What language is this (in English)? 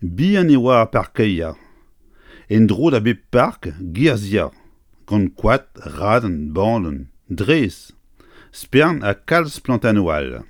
Breton